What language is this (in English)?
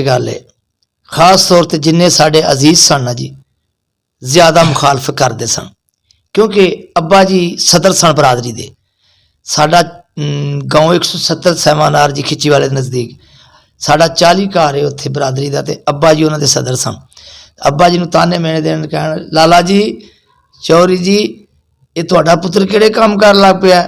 Western Panjabi